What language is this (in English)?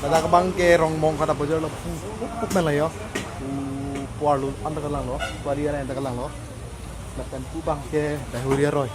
Karbi